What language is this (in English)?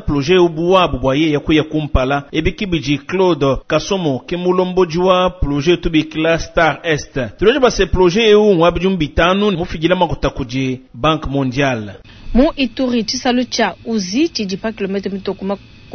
Luba-Lulua